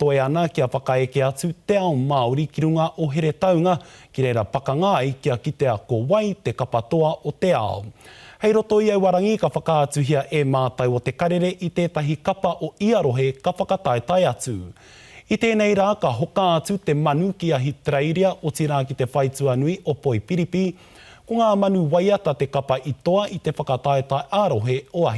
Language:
Māori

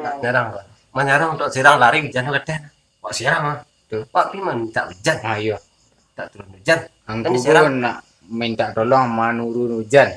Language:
Minangkabau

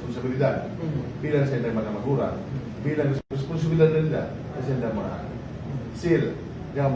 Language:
Bikol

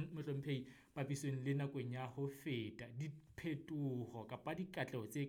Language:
Southern Sotho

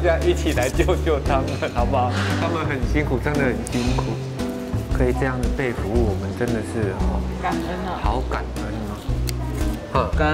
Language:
Chinese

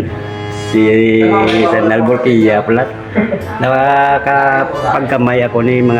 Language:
Hiligaynon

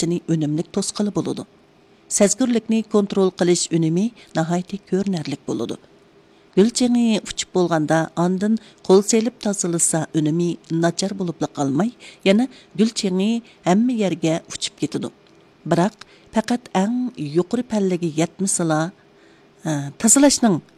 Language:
Uyghur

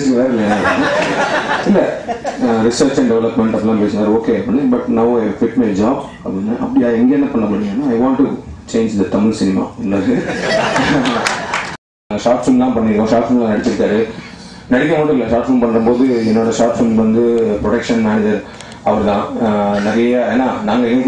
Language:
Tamil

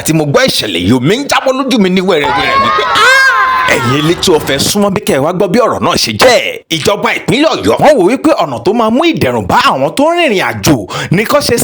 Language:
Yoruba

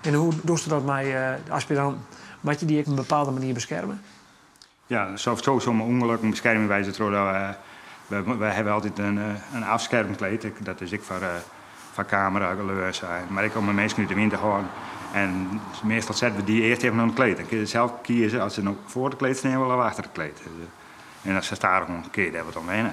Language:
Western Frisian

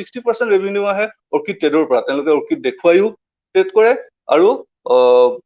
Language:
Assamese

